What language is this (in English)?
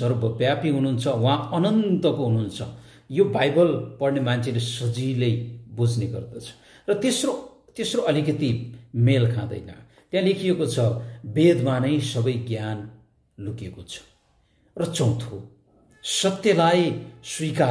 Nepali